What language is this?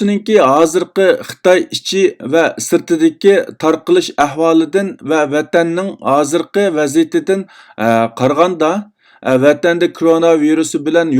Uyghur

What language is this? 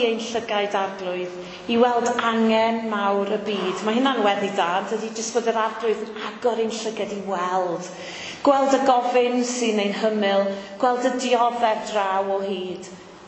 Welsh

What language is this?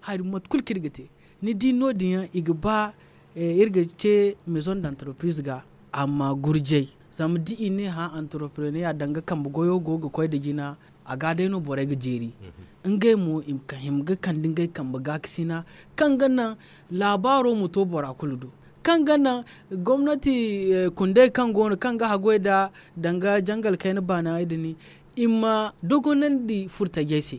Zarma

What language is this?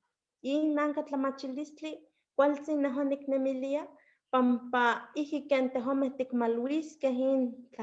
Eastern Huasteca Nahuatl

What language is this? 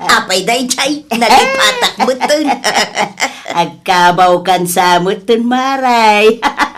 Iloko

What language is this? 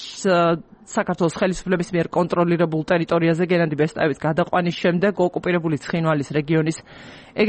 Georgian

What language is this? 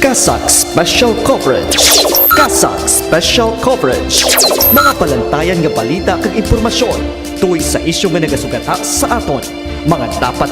Hiligaynon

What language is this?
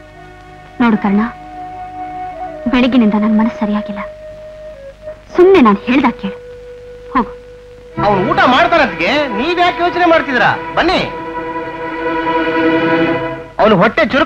Kannada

